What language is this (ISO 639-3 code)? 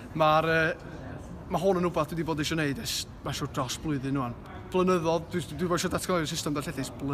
cym